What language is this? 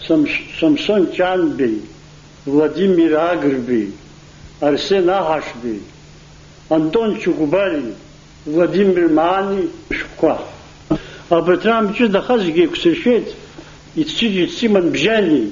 Abkhazian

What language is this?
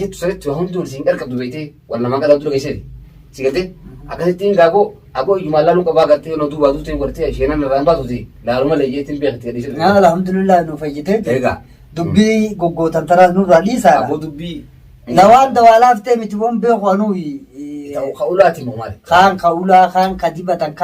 Oromo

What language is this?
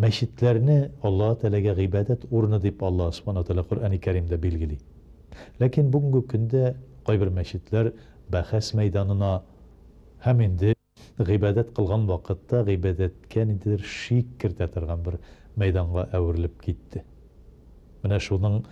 Tatar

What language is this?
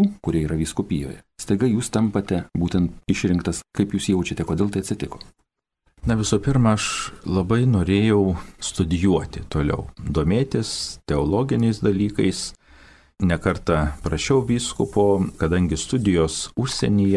Lithuanian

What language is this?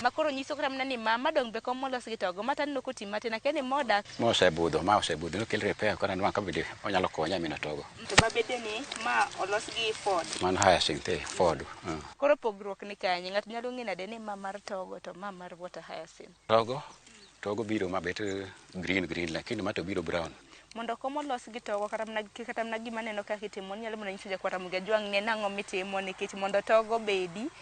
Luo (Kenya and Tanzania)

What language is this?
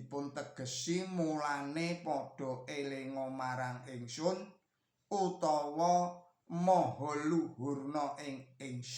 Javanese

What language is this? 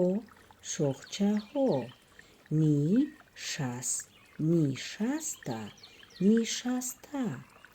Tajik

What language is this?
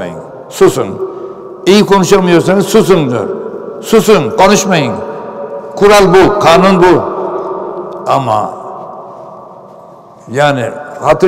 Turkish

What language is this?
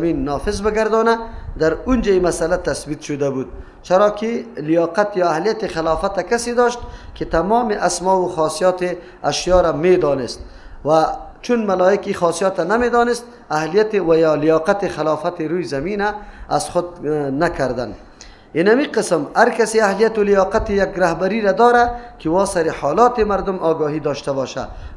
Persian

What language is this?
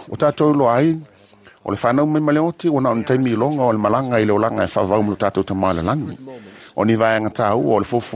Samoan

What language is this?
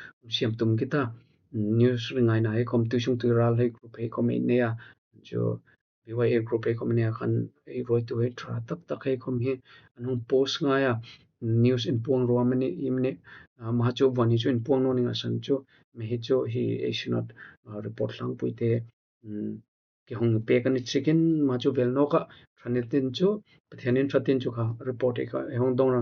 Hmar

